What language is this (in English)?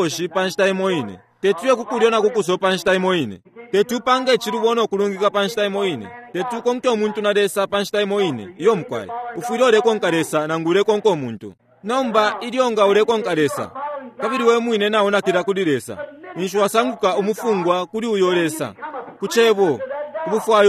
Bemba